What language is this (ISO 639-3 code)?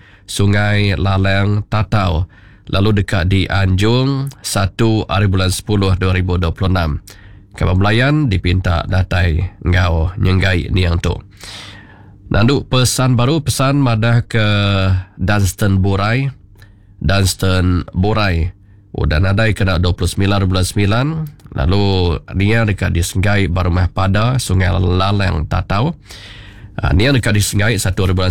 iba